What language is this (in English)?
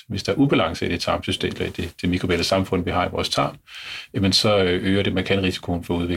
Danish